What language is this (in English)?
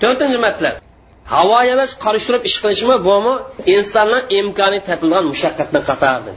Uyghur